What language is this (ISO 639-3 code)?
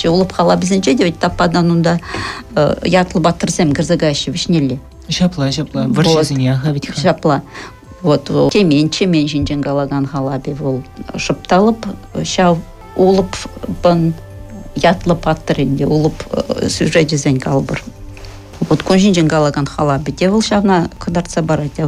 chv